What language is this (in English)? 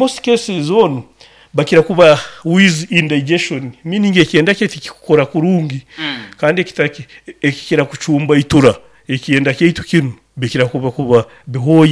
Nyoro